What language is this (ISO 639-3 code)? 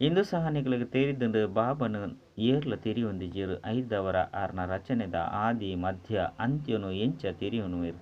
tcy